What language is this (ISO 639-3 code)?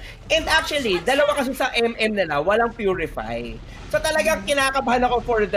fil